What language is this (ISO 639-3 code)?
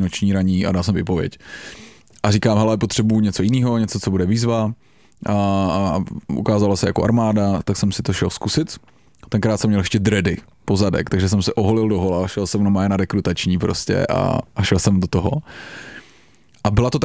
ces